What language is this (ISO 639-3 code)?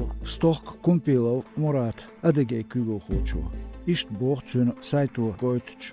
che